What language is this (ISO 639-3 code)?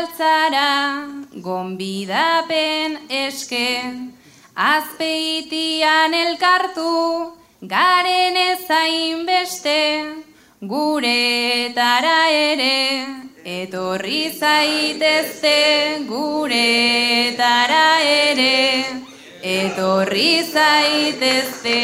eus